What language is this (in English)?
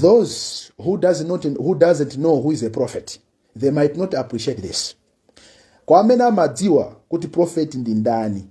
Nyanja